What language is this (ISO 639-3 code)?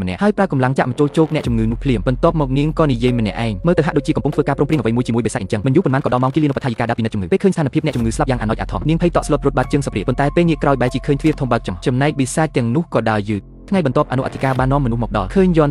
khm